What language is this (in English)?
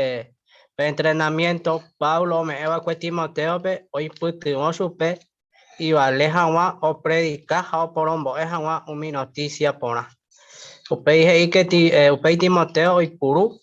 Guarani